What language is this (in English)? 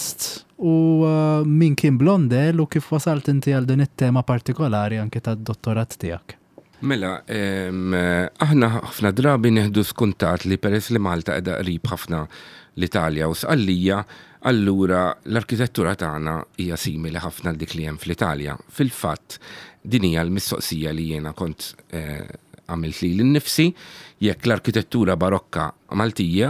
Maltese